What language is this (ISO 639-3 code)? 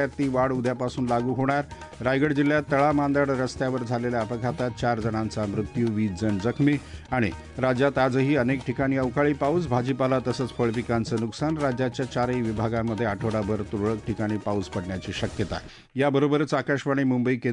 mar